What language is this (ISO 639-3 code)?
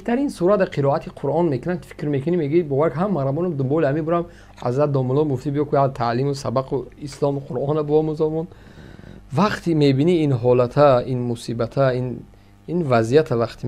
tgk